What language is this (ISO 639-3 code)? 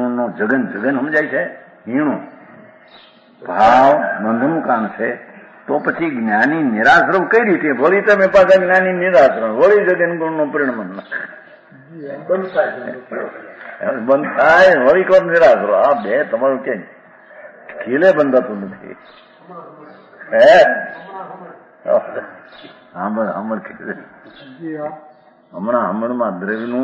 guj